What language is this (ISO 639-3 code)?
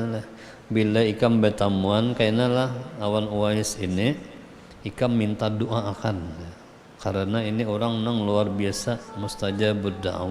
bjn